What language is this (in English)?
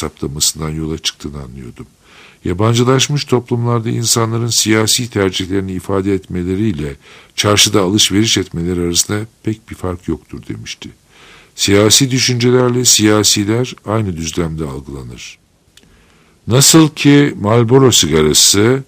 Turkish